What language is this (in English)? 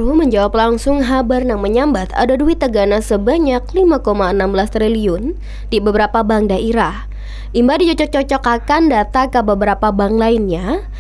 Banjar